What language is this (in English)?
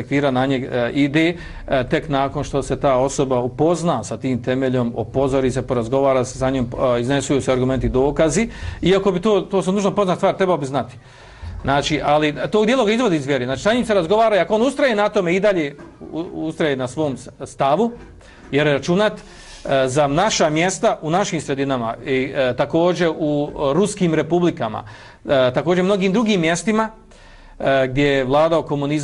Bosnian